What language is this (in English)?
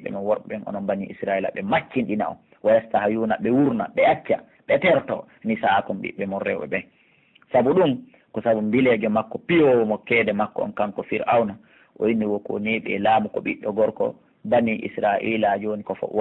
Pular